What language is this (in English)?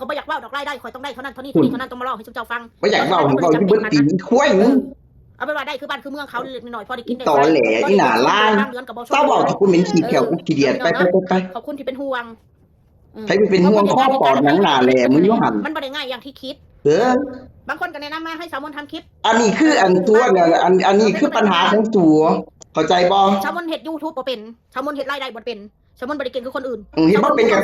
Northeastern Thai